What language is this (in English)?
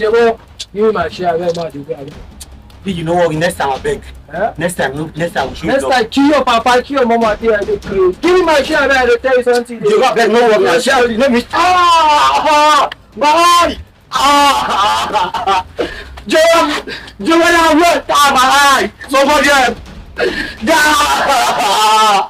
Nigerian Pidgin